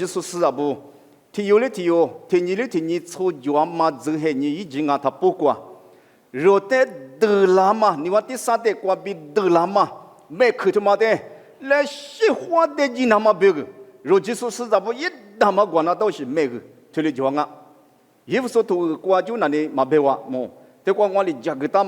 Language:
Lisu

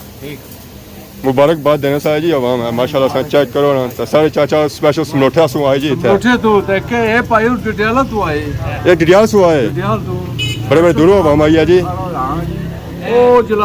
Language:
Pahari-Potwari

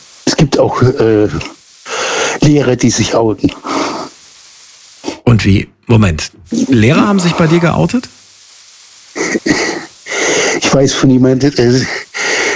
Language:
German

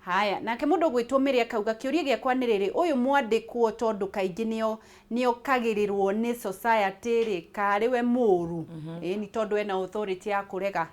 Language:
Kikuyu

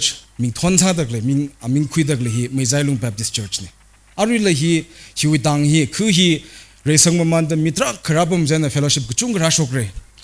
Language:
Tangkhul Naga (India)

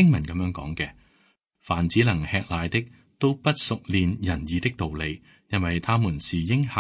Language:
Cantonese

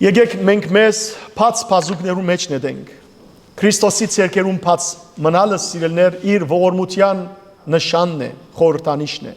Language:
Western Armenian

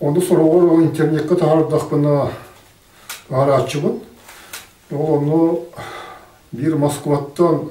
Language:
Yakut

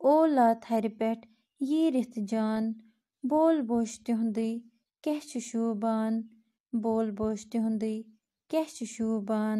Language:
Kashmiri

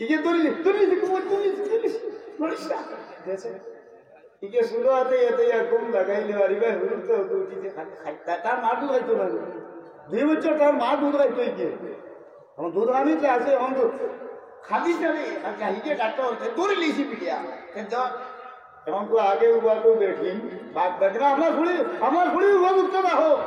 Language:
Sylheti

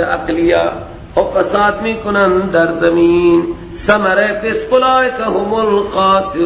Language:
Persian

